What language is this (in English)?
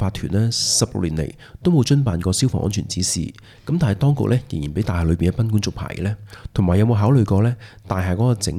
Cantonese